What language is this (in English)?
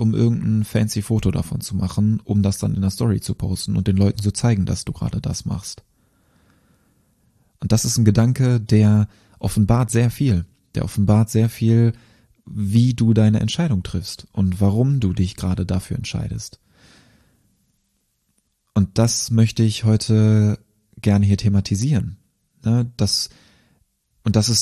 German